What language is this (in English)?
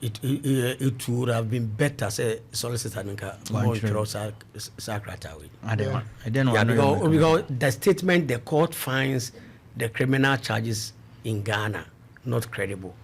Akan